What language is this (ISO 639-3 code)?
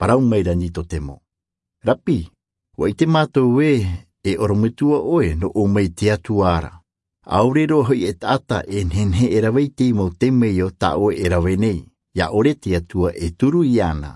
tah